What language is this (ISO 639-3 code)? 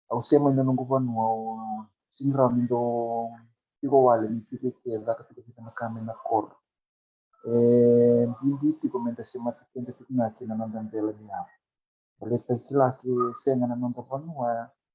fij